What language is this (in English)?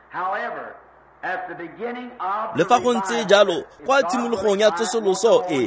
Tswana